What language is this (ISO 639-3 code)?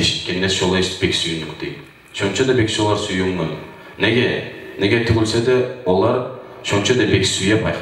kum